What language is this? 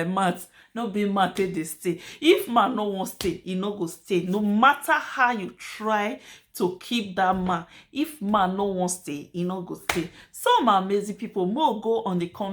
Nigerian Pidgin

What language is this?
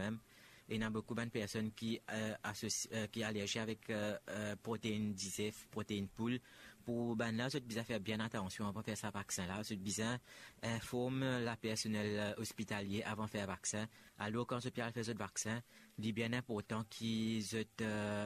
Morisyen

